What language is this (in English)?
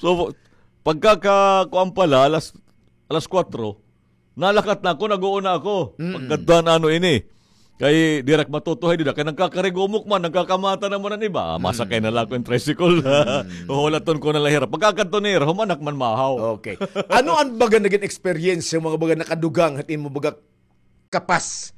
Waray